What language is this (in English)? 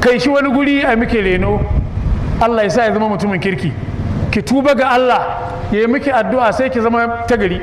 Hausa